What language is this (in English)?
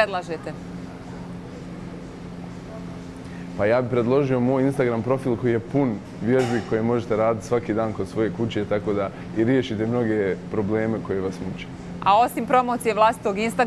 Bosnian